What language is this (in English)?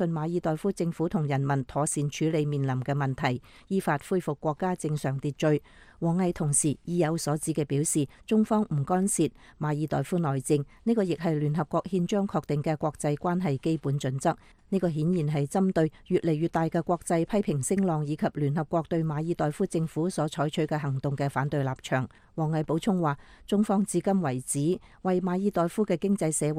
Cantonese